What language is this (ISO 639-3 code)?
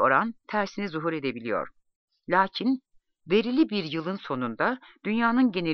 tur